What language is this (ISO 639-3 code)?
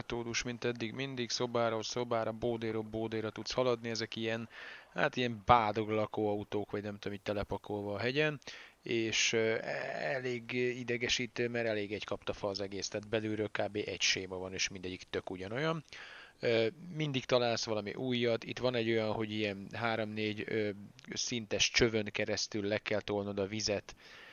hun